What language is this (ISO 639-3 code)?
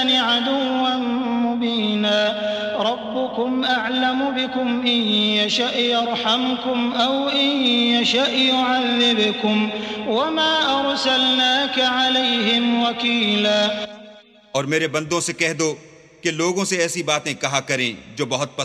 urd